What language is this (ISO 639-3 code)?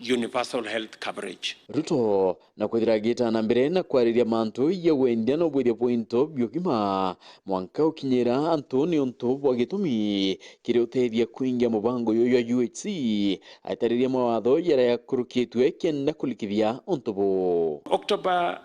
mer